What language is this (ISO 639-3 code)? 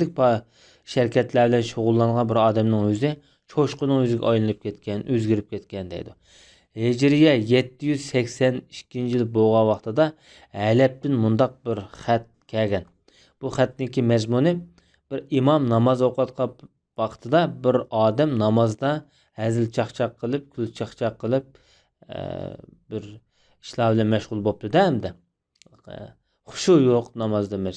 uig